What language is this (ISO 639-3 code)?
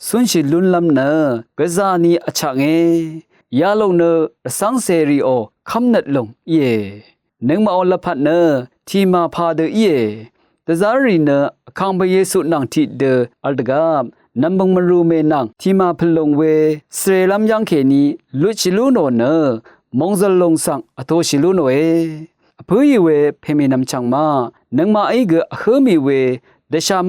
raw